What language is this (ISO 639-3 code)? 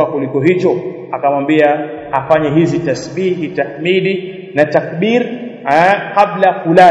swa